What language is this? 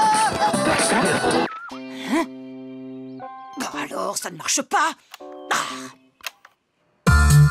French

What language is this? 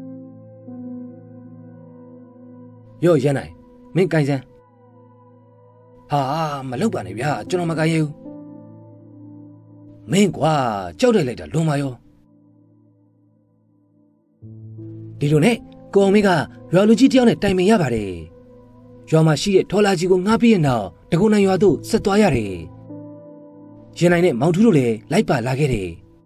Burmese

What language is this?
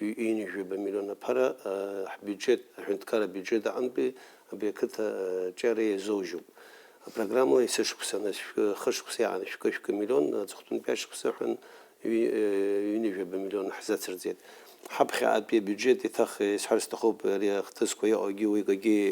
Abkhazian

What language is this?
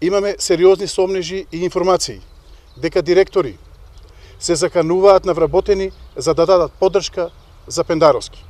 Macedonian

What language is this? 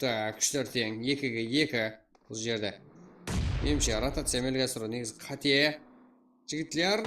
Kara-Kalpak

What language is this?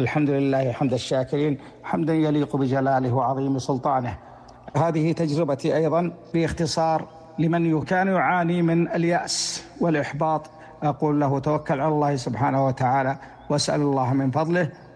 Najdi Arabic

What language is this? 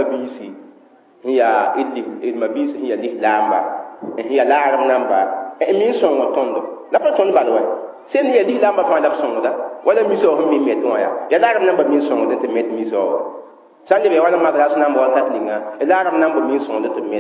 Mossi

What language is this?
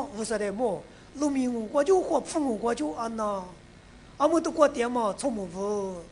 Lisu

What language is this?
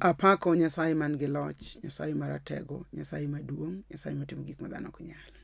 Luo (Kenya and Tanzania)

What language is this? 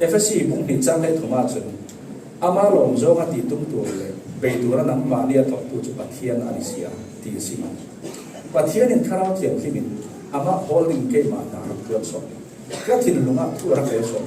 Falam Chin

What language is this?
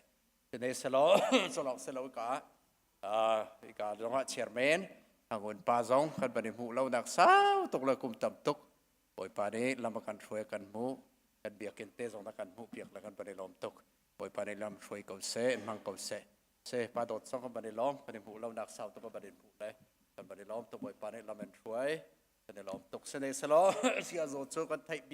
Hakha Chin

